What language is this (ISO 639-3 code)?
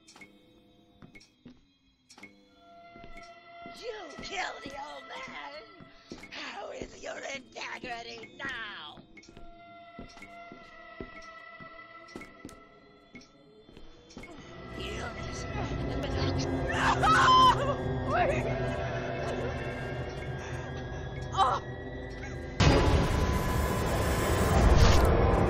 eng